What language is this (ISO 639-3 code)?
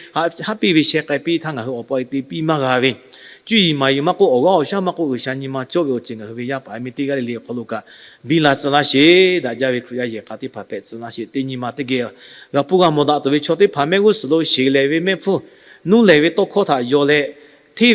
lhu